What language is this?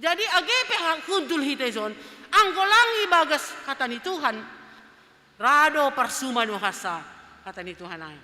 Batak Simalungun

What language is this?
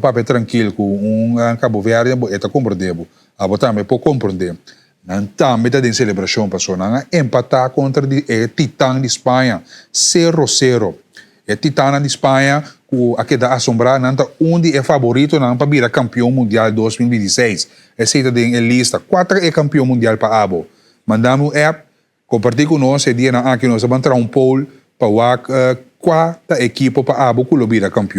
Papiamento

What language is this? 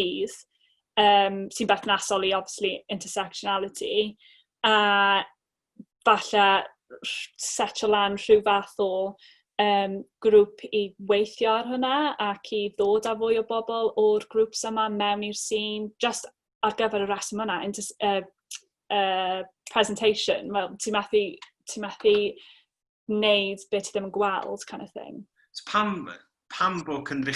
Welsh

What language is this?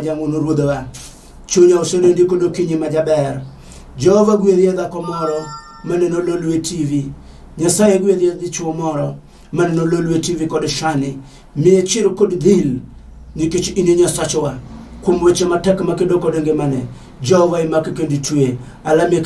Luo (Kenya and Tanzania)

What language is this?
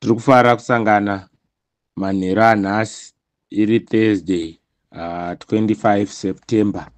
Shona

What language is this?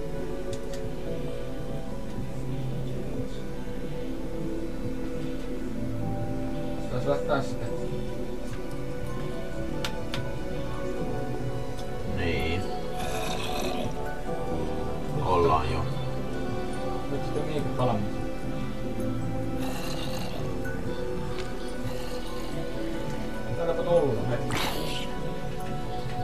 Finnish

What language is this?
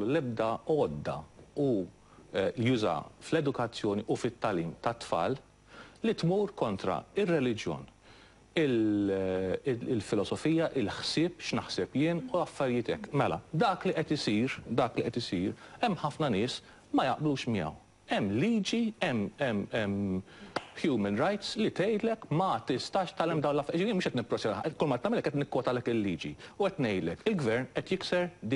Maltese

